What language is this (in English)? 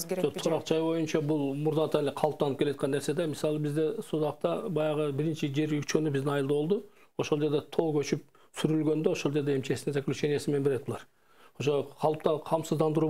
Kyrgyz